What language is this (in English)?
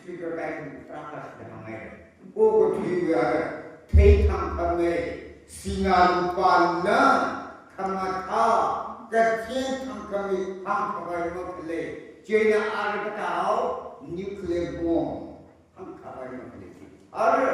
Tangkhul Naga (India)